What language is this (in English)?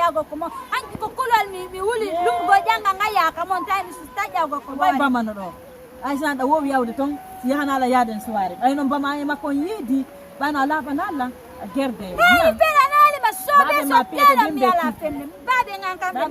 Fula